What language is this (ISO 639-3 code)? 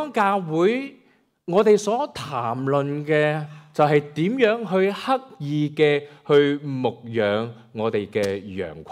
yue